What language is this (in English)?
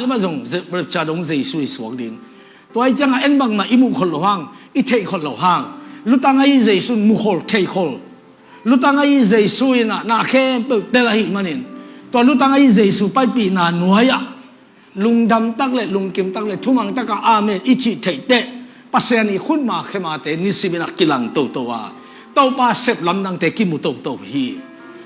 Tedim Chin